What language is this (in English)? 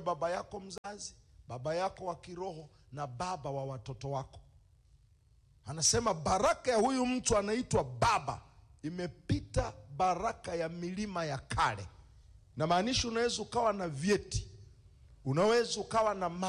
Swahili